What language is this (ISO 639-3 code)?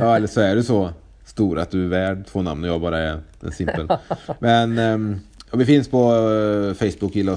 swe